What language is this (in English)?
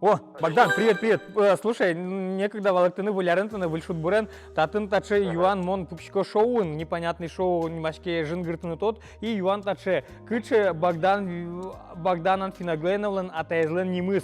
Udmurt